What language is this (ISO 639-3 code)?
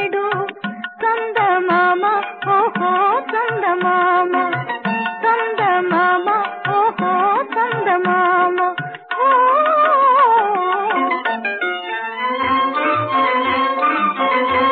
tel